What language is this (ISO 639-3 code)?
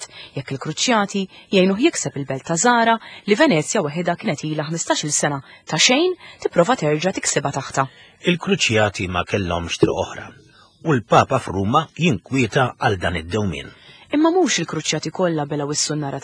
mlt